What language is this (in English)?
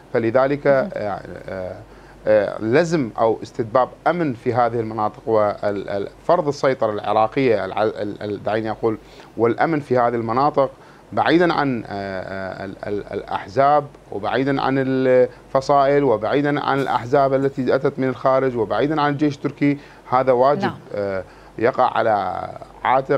Mesopotamian Arabic